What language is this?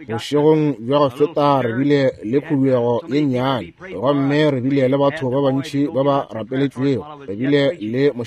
Northern Sotho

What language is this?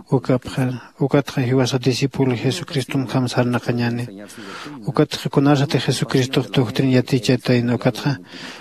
Aymara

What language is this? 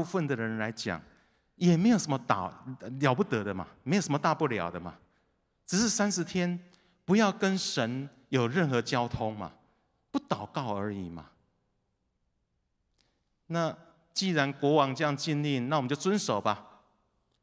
Chinese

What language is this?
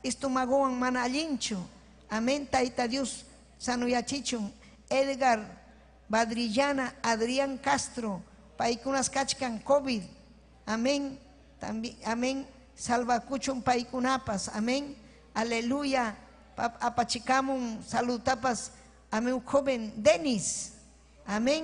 Ayacucho Quechua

